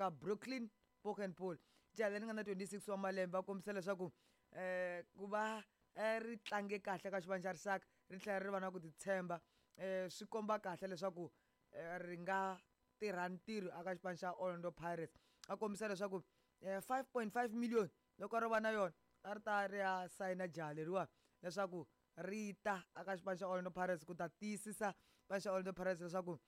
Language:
Tsonga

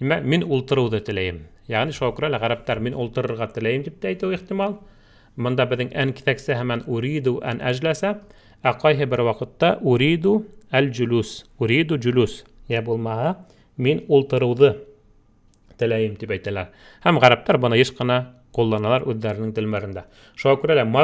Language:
Bashkir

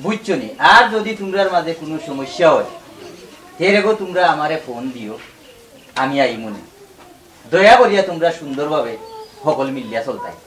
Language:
Sylheti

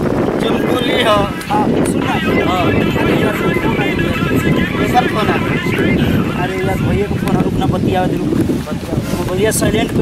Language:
Bhojpuri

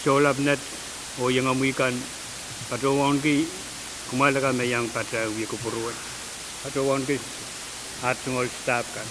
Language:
Pohnpeian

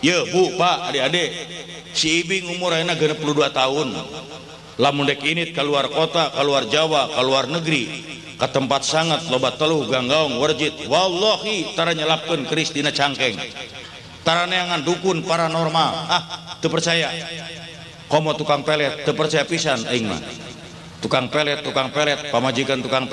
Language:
Sundanese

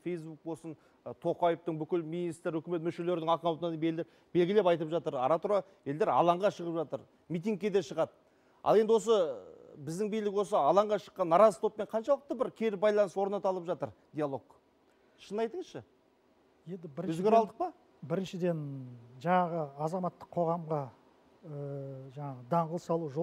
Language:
Kazakh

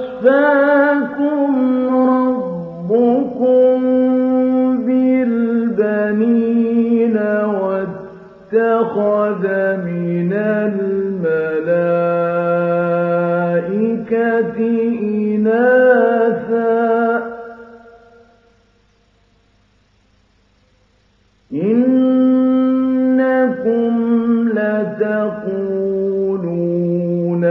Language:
Arabic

